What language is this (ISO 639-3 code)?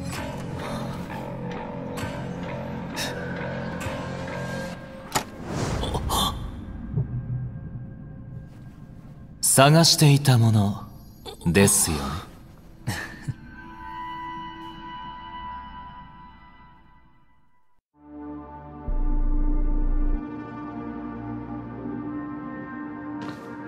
jpn